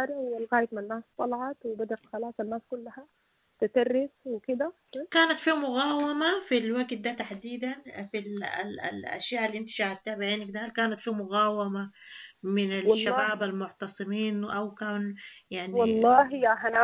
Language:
Sudanese Arabic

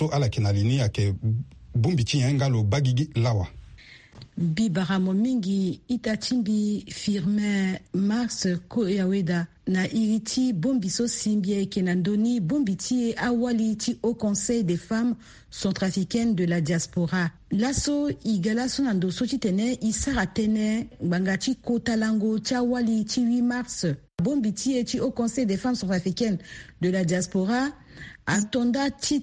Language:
Sango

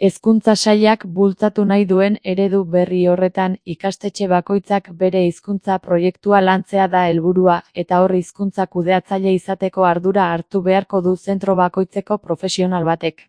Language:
Basque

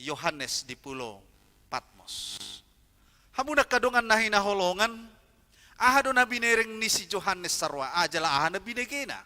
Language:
Batak Toba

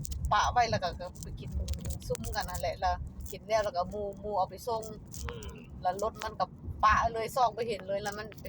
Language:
Lao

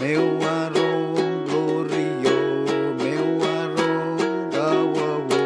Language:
Pohnpeian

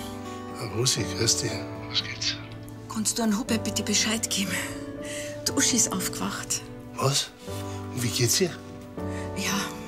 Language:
Bavarian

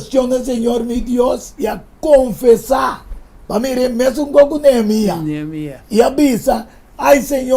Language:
Papiamento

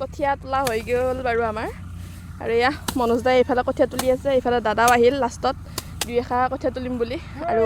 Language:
Assamese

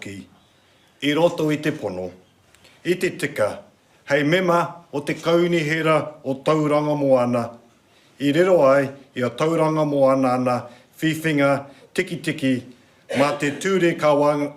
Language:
Māori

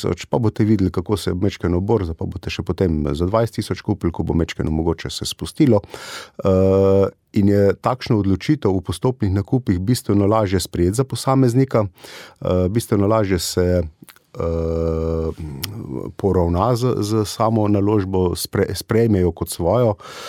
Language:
Slovenian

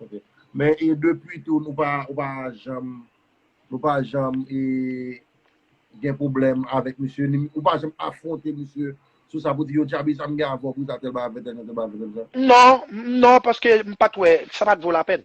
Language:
Haitian Creole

